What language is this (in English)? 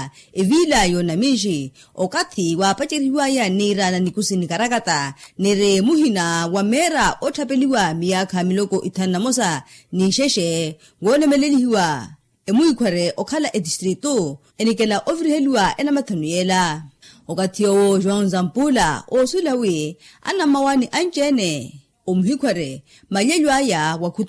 Makhuwa